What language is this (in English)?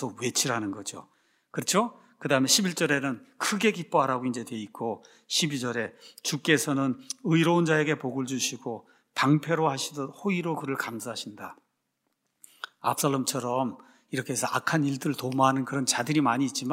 Korean